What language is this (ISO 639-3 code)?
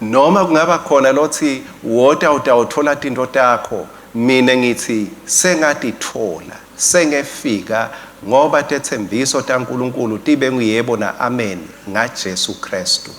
ssw